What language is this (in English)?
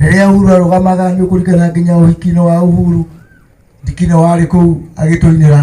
Kikuyu